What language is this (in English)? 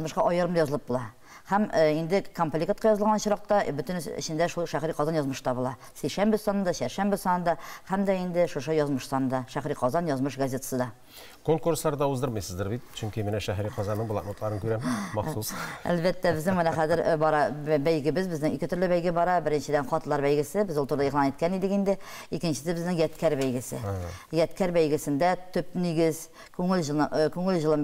Tatar